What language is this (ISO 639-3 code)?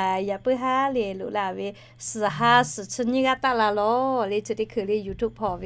lhu